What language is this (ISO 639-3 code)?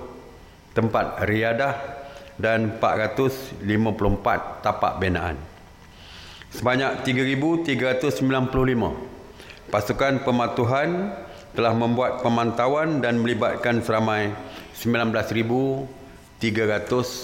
msa